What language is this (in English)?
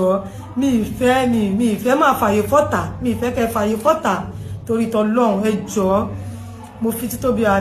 Yoruba